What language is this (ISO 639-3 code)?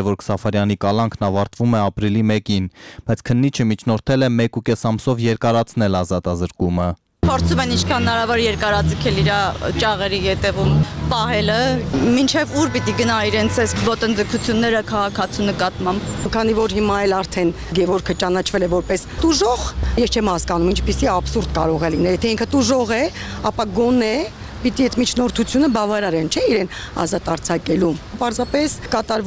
hye